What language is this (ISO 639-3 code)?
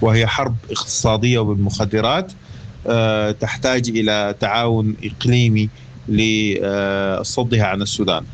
apd